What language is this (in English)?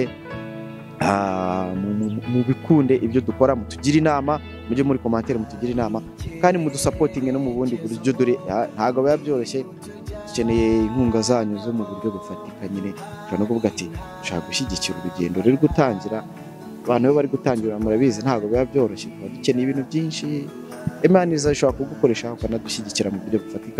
Kinyarwanda